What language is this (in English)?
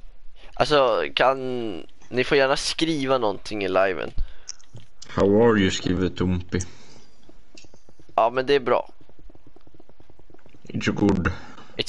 Swedish